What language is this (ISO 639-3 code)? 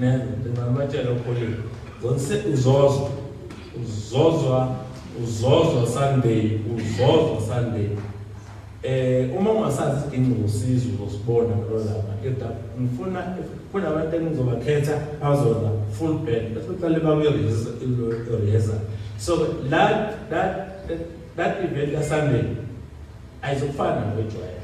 zul